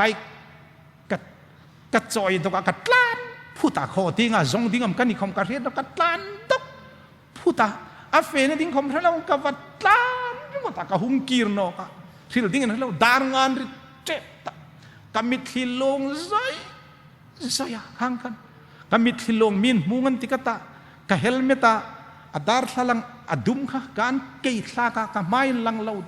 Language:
Hmar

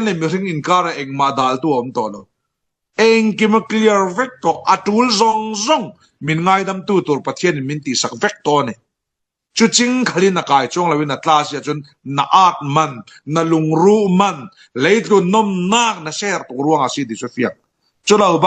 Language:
Falam Chin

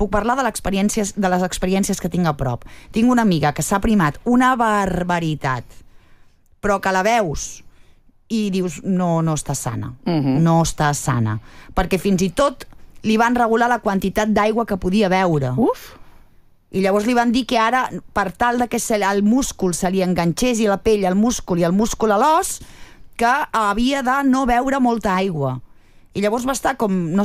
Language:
Catalan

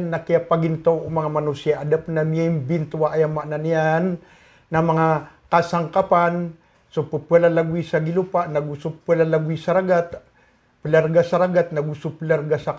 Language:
Maranao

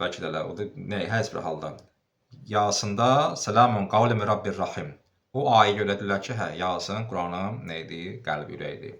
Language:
Azerbaijani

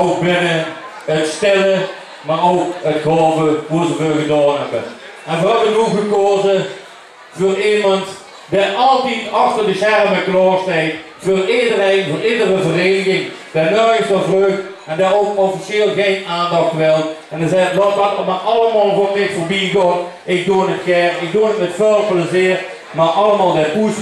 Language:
Limburgish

